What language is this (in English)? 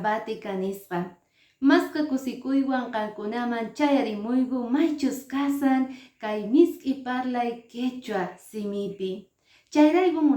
Quechua